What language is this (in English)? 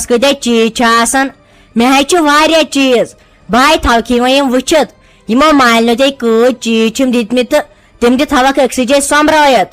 Kashmiri